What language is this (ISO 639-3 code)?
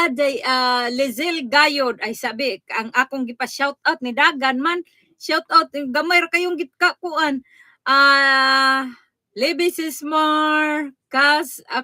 ceb